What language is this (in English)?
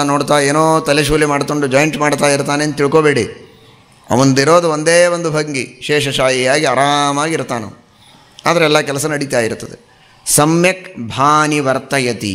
Kannada